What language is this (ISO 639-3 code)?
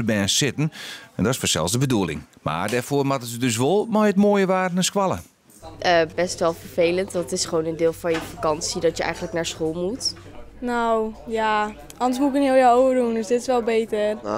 fry